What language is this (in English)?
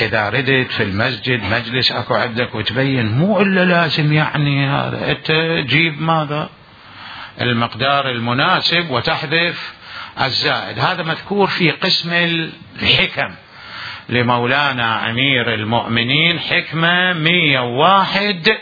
Mesopotamian Arabic